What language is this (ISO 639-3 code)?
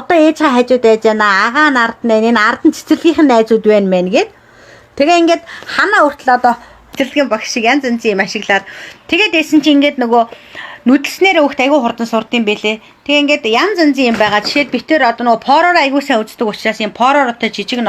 mon